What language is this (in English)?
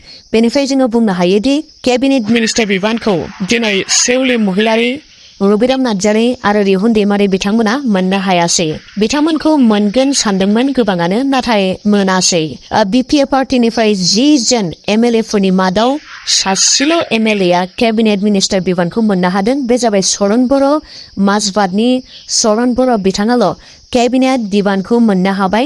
Bodo